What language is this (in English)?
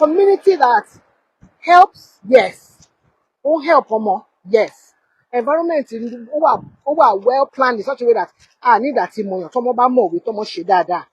Yoruba